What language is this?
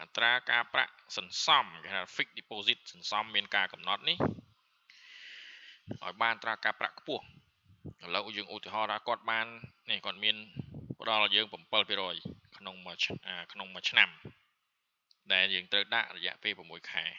Khmer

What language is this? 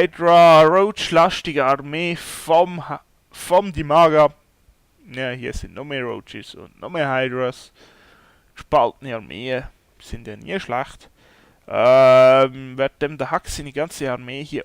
Swiss German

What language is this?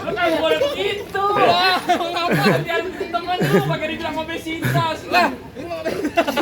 Betawi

